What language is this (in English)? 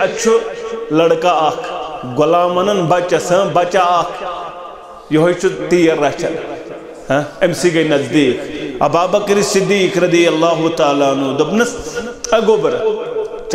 Kashmiri